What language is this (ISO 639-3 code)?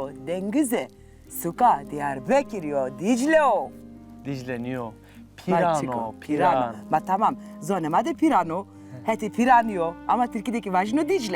zza